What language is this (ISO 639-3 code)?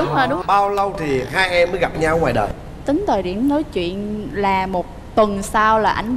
vie